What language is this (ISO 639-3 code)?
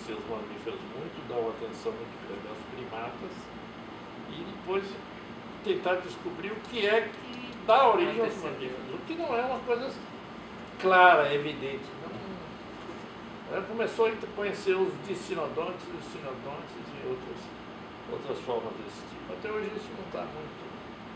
por